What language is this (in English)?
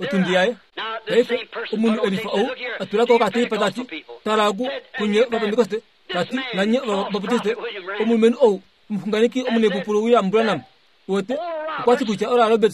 Kuanyama